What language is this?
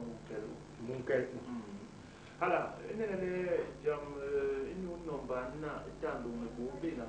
Basaa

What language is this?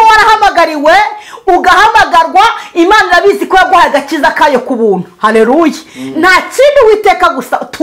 Kinyarwanda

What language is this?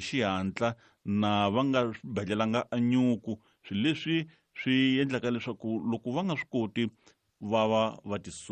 Tsonga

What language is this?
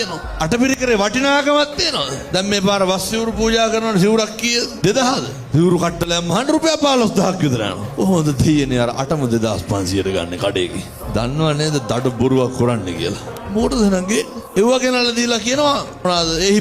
Sinhala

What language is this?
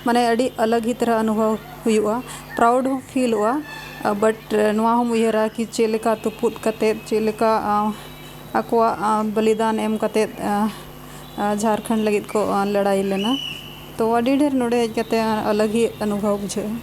Santali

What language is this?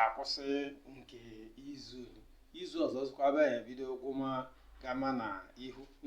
Igbo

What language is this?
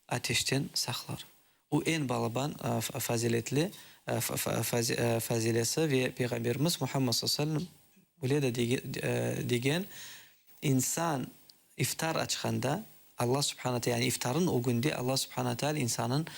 Crimean Tatar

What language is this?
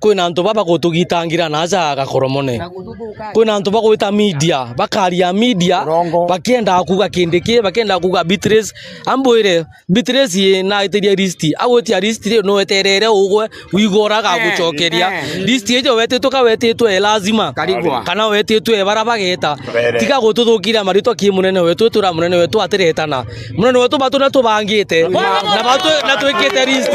Meru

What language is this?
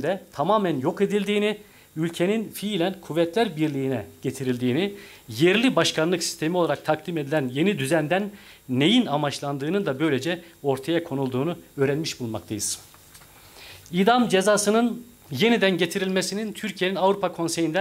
Turkish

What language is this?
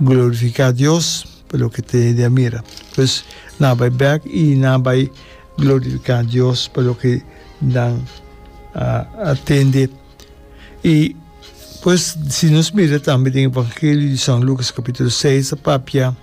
Papiamento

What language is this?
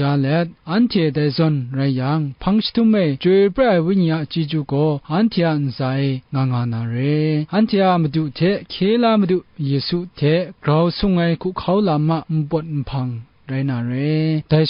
Kachin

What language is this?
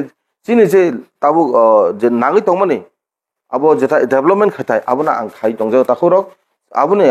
Kok Borok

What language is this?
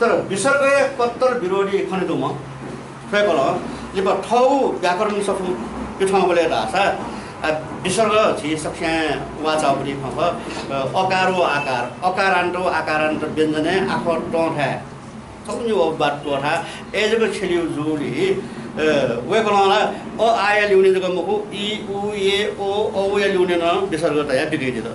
Newari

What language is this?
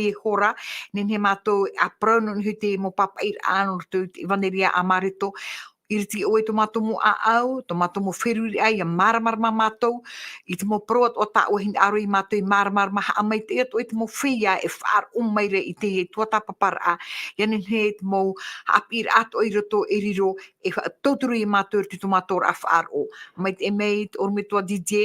Tahitian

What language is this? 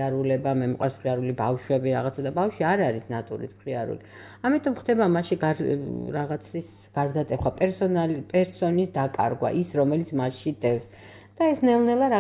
Georgian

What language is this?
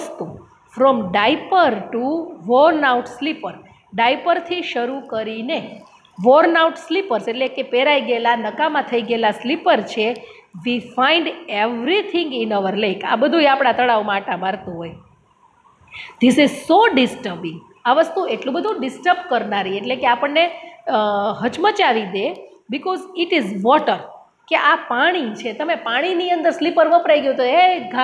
Gujarati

